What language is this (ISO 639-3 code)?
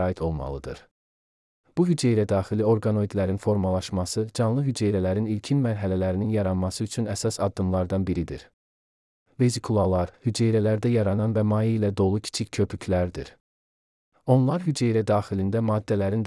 aze